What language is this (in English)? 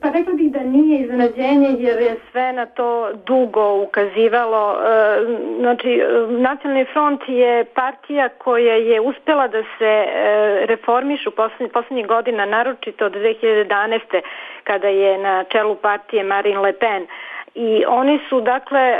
Serbian